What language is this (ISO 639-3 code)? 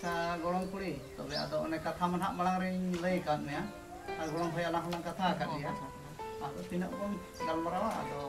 sat